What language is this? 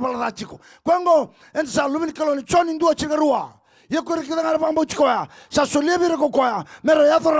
Fijian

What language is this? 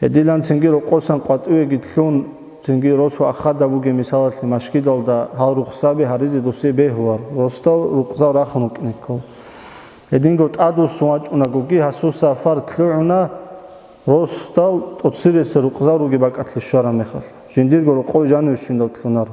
Avaric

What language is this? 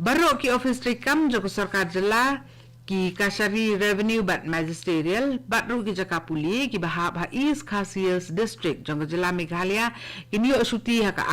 Khasi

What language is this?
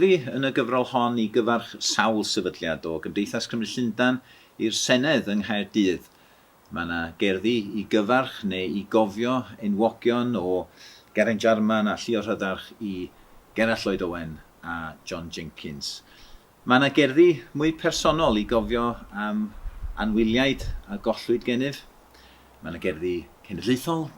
Welsh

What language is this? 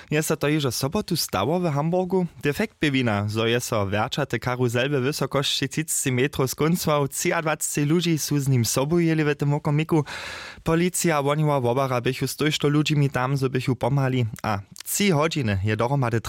Upper Sorbian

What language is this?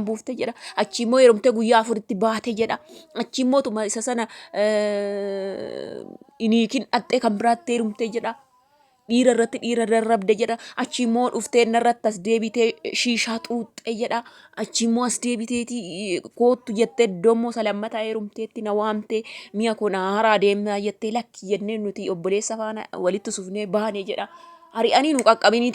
Oromo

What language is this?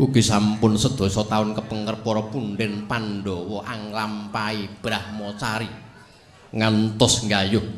Javanese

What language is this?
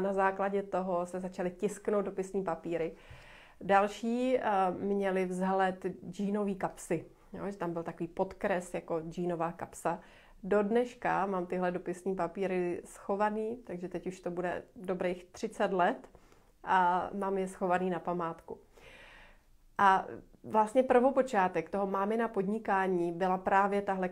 Czech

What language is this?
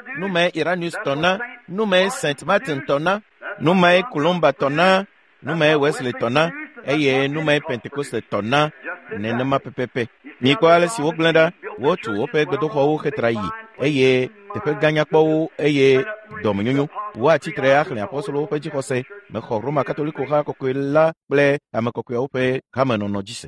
Ewe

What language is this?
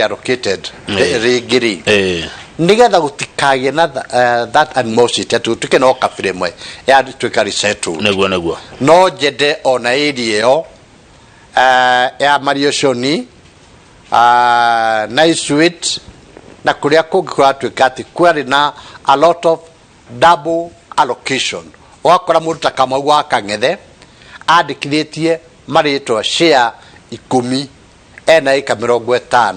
Kikuyu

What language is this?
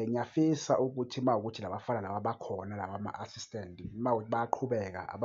Zulu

